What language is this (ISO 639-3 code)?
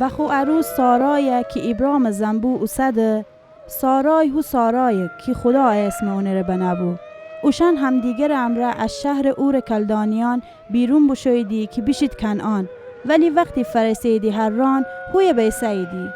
glk